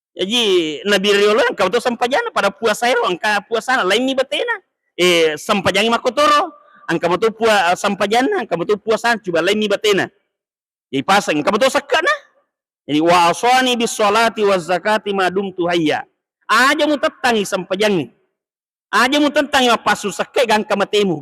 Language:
Buginese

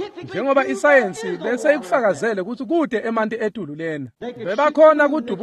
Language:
Swati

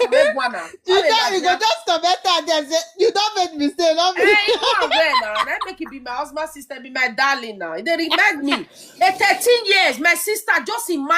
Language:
Nigerian Pidgin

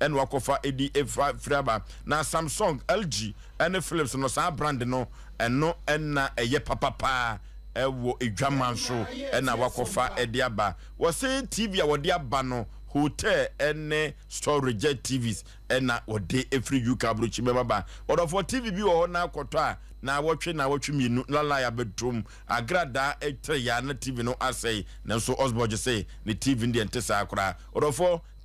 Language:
Akan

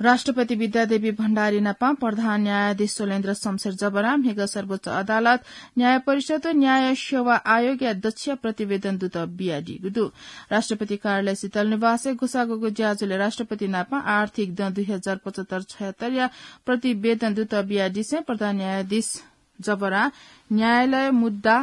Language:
Newari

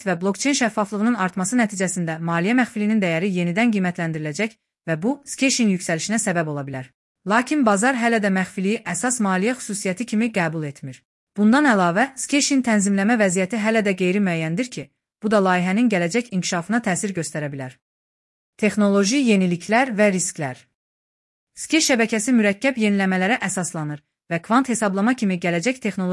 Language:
Azerbaijani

